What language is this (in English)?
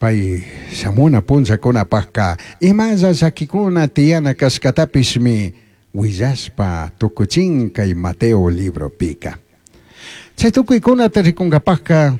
Chimborazo Highland Quichua